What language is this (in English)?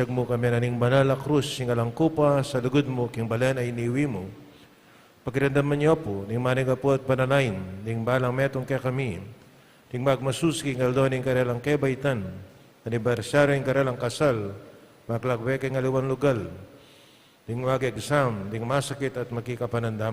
Pampanga